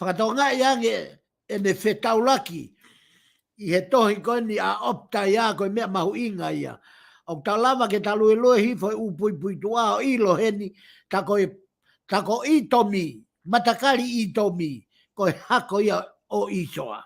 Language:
Tongan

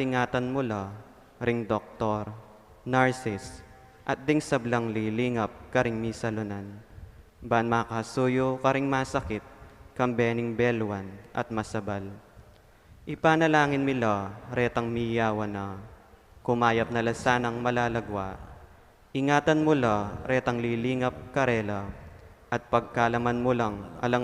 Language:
Pampanga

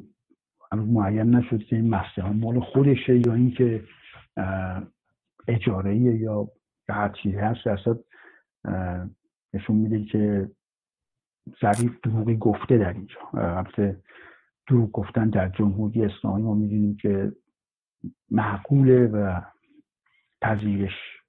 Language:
Persian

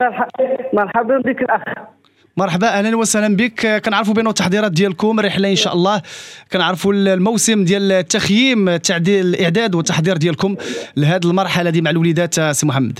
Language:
Moroccan Arabic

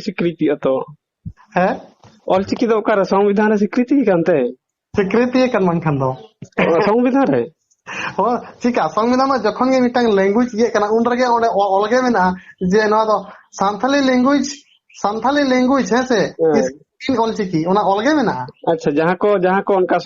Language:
Santali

